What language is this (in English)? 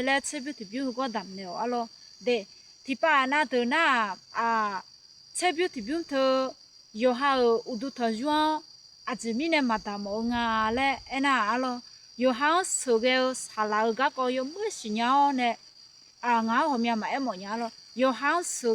Akha